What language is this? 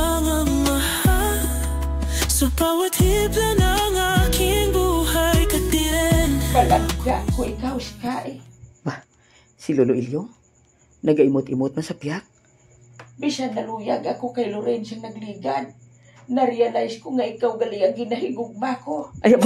Hiligaynon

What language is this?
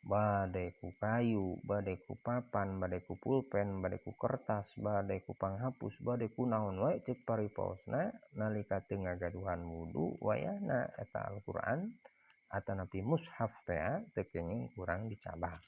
Sundanese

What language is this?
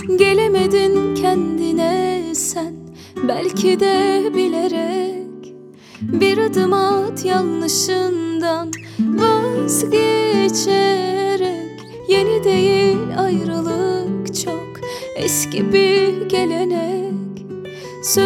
Turkish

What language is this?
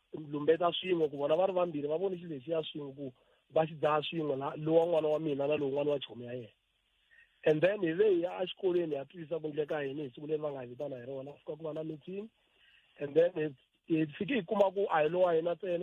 Tsonga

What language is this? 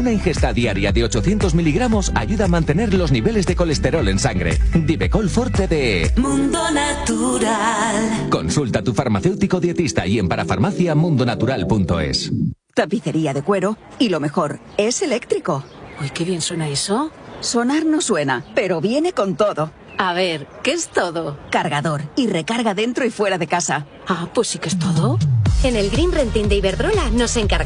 Spanish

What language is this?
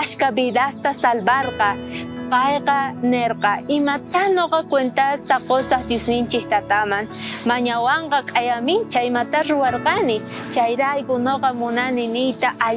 South Bolivian Quechua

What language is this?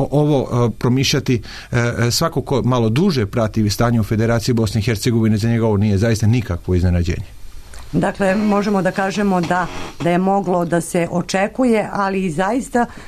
Serbian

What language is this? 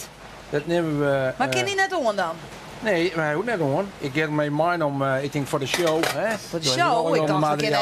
Western Frisian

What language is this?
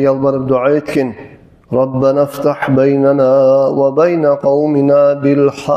Kumyk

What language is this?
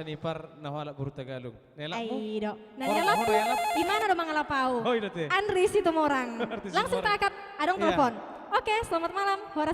Batak Toba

